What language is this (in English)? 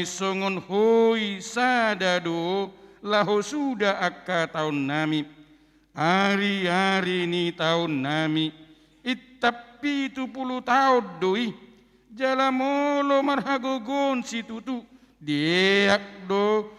Batak Toba